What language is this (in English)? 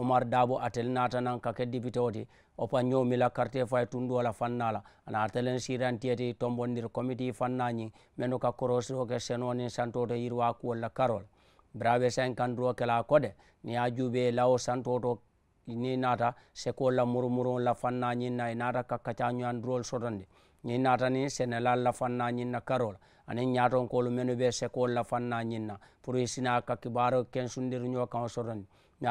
Mandingo